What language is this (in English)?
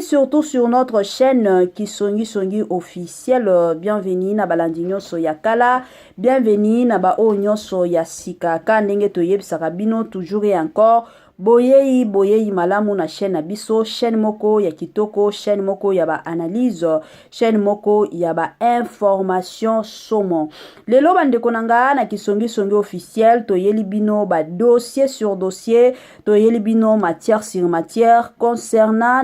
Lingala